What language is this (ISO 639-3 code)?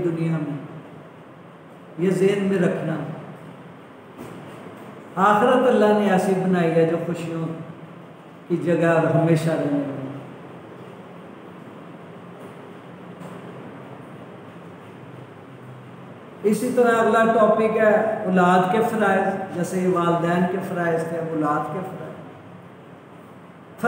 urd